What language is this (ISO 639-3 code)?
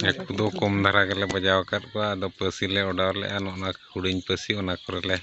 sat